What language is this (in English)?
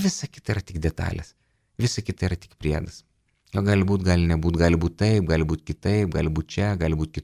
Lithuanian